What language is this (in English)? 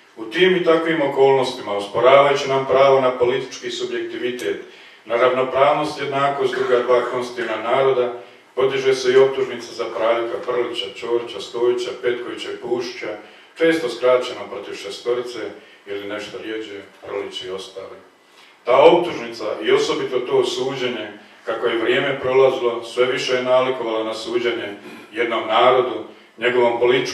Croatian